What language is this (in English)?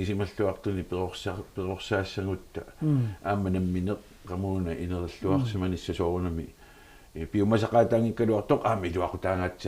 Kalaallisut